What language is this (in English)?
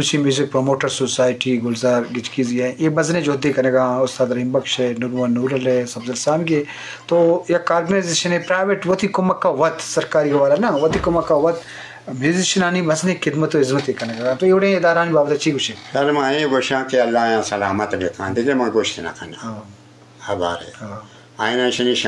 Eastern Balochi